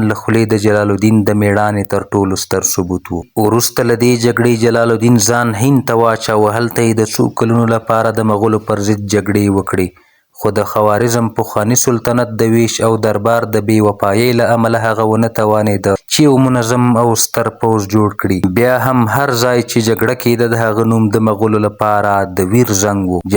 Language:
Pashto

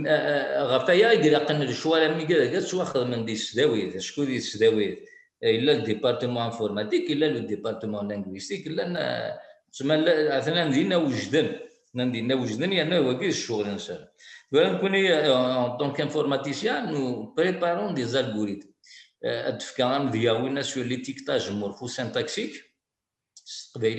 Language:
Kabyle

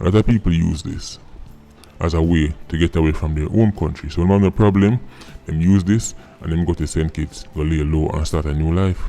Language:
Jamaican Creole English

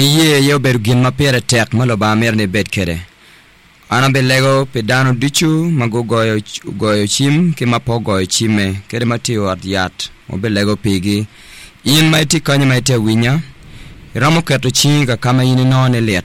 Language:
Acoli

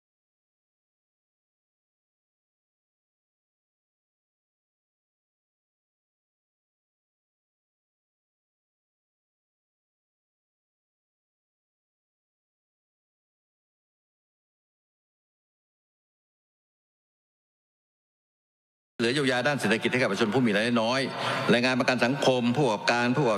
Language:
Thai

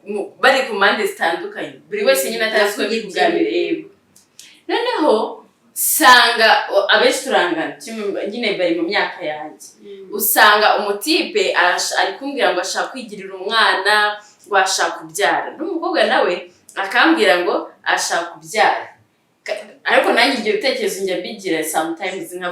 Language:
Kinyarwanda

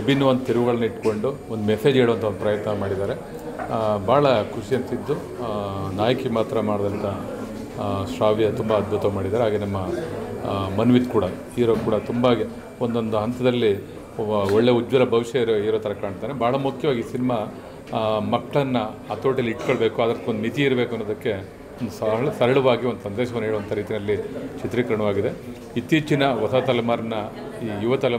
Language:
Kannada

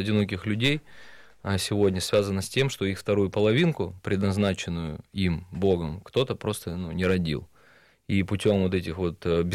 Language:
Russian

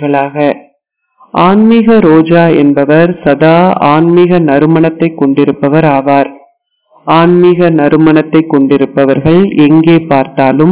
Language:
Tamil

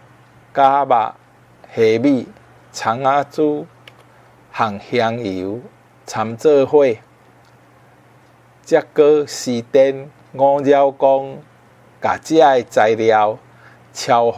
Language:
Min Nan Chinese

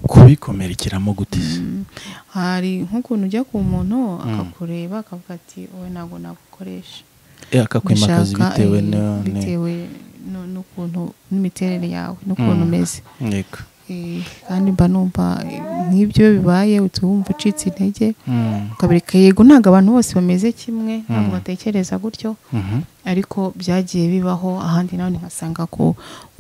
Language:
Kinyarwanda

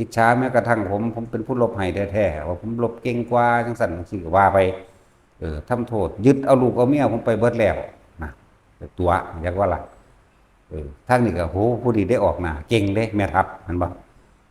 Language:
Northeastern Thai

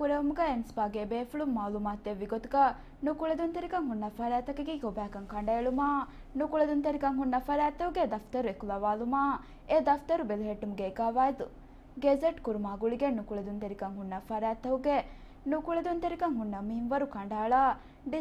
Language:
Divehi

